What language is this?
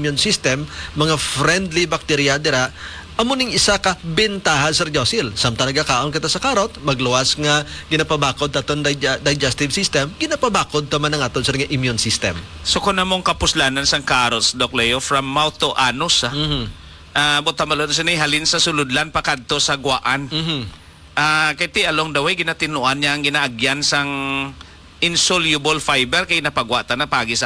Hiligaynon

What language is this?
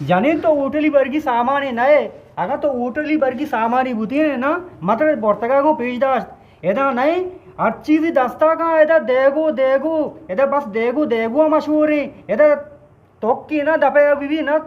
Eastern Balochi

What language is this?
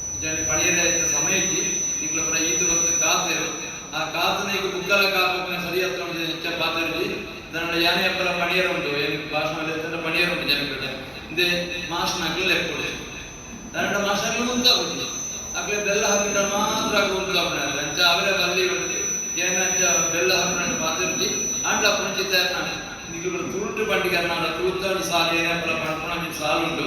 Tulu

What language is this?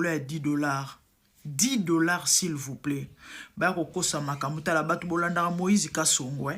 Lingala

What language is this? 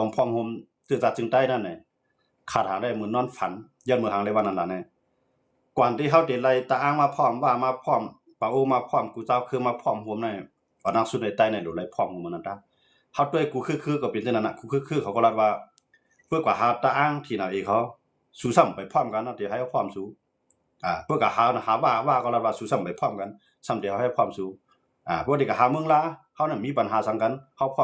Shan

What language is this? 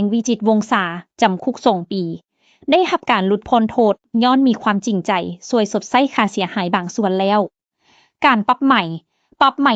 Lao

